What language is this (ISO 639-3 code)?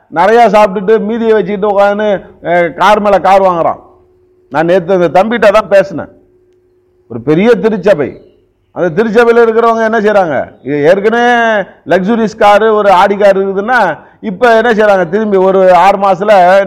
tam